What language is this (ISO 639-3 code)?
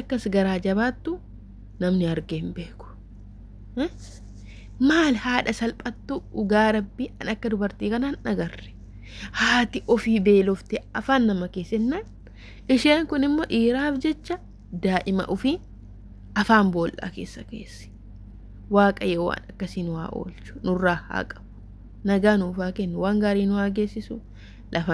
orm